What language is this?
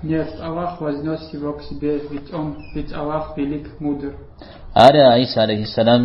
Kabardian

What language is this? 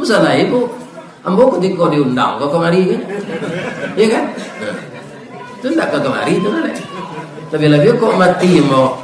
Minangkabau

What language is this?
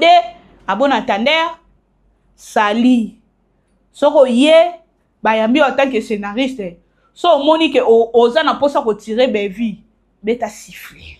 Lingala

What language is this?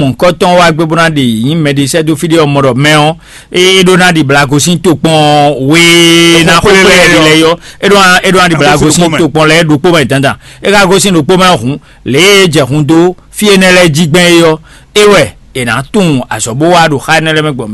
Fon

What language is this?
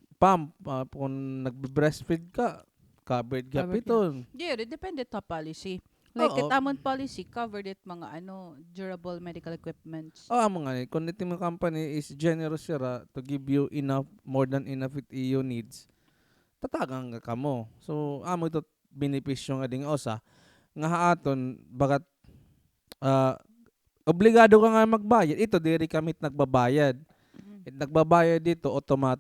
Waray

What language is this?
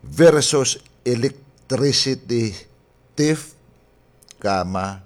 Waray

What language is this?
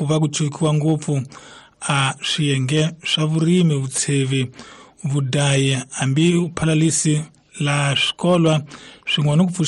Tsonga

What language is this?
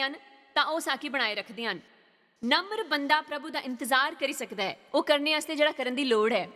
Dogri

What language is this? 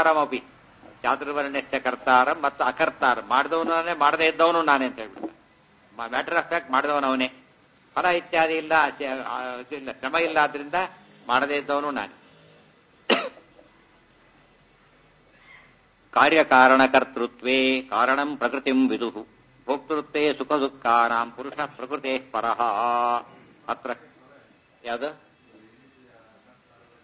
Kannada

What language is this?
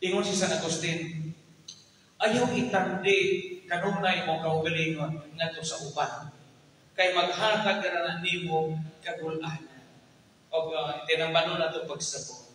Cebuano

